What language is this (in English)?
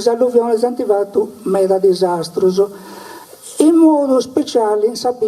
Sardinian